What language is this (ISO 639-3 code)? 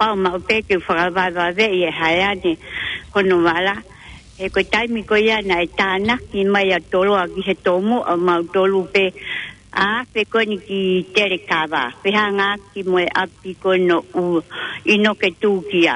ton